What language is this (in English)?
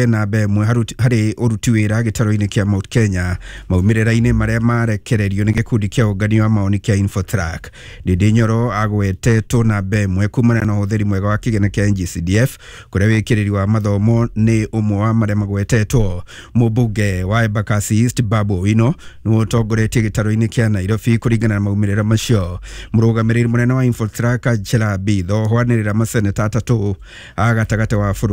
Kikuyu